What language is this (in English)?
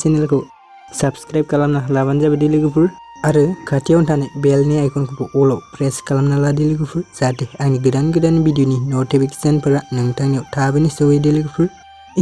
Bodo